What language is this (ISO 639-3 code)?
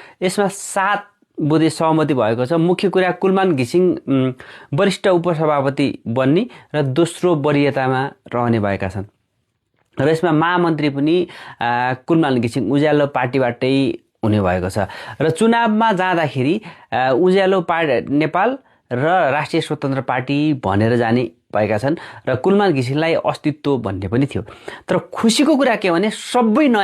nep